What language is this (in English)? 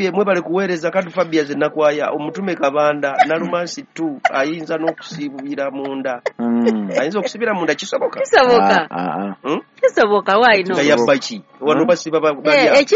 Ganda